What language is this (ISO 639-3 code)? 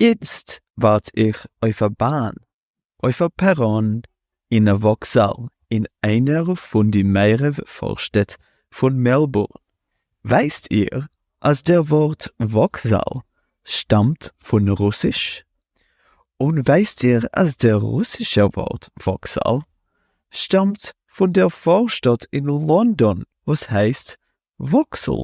yid